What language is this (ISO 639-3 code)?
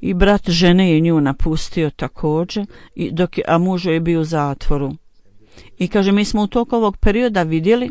bos